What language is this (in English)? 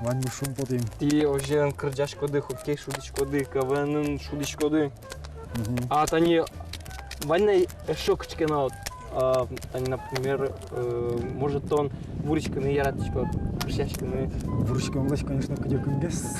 Udmurt